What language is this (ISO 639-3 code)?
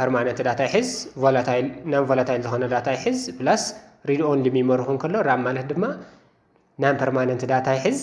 tir